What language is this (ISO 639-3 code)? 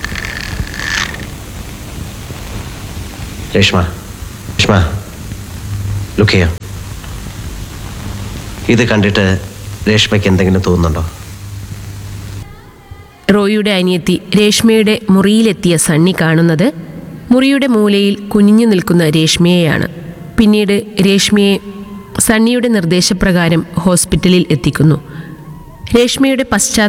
mal